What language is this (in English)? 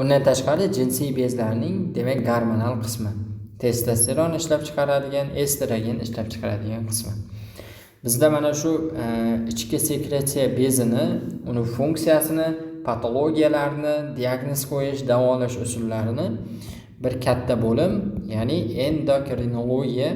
Uzbek